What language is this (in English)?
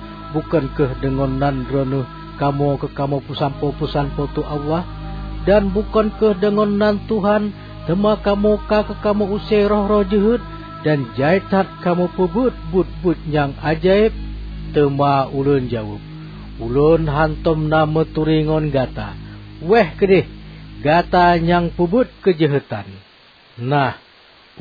Achinese